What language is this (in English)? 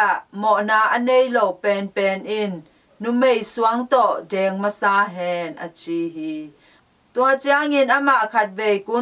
Tedim Chin